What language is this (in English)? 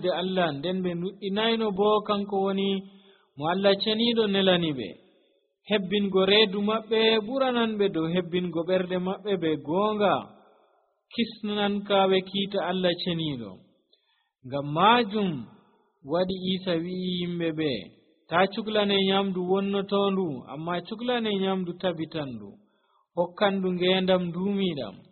Nigerian Fulfulde